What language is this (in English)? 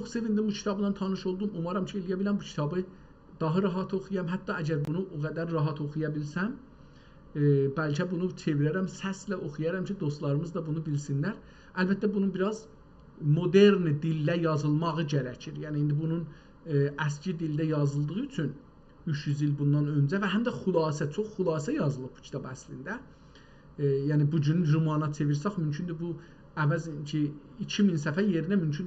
South Azerbaijani